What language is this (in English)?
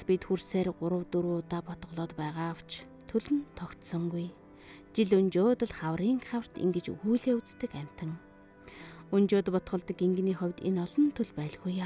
Mongolian